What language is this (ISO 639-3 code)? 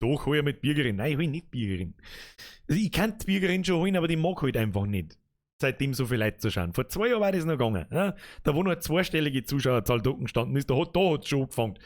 bar